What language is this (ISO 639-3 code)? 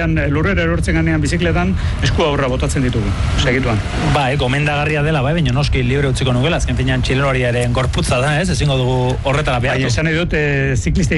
eus